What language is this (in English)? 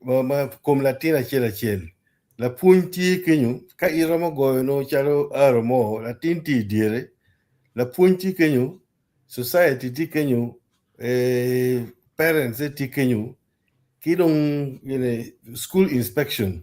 Acoli